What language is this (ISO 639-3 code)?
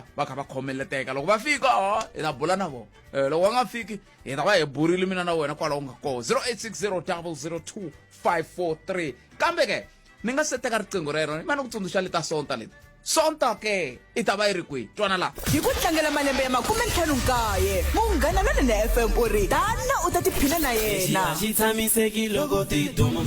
tso